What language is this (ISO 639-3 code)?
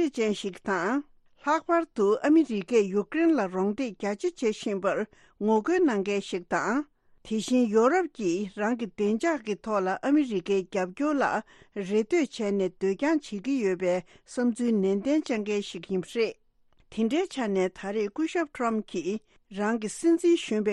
bod